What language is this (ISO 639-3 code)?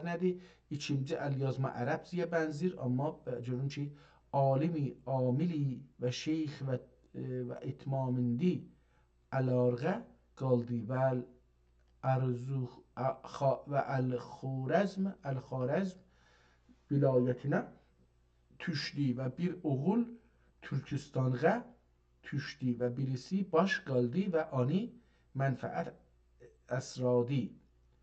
azb